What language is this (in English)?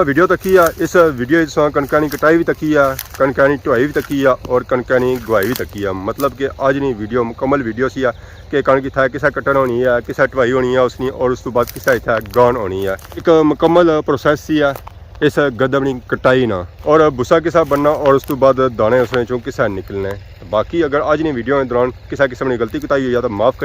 Pahari-Potwari